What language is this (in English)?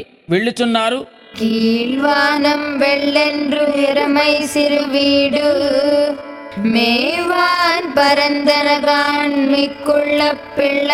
Tamil